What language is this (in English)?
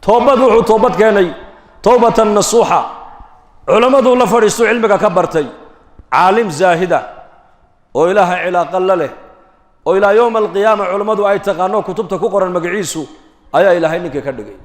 Somali